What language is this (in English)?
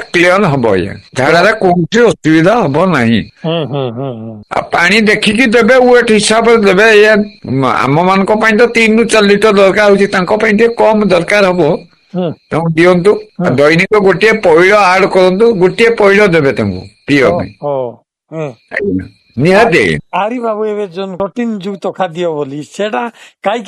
Odia